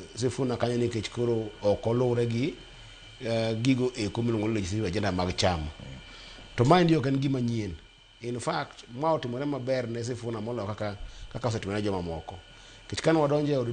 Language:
Luo (Kenya and Tanzania)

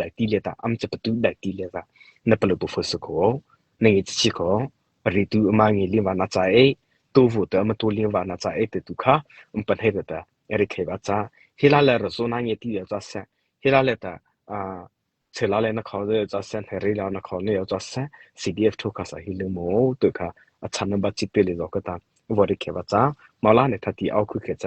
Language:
Mara Chin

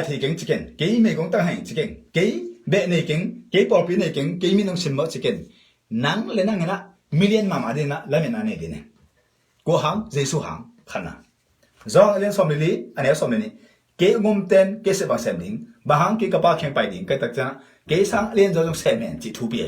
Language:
Tedim Chin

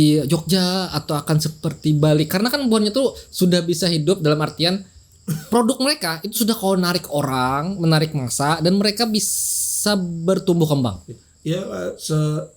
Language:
Banjar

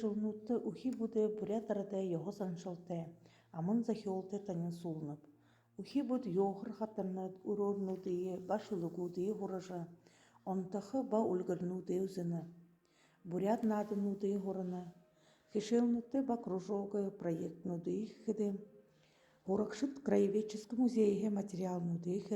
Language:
Buriat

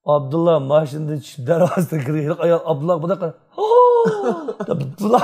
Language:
Uyghur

